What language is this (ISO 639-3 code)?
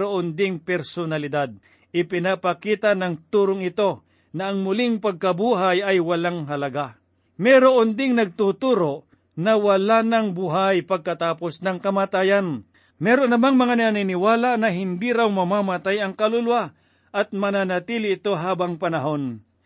fil